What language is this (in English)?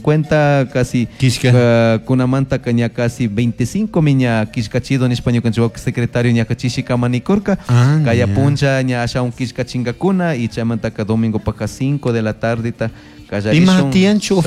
Chimborazo Highland Quichua